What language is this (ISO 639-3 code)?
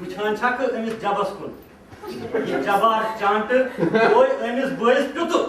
kas